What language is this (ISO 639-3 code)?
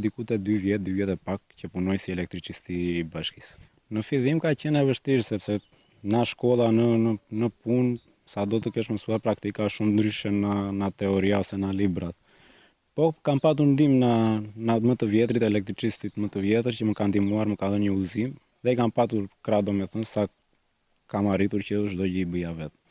sqi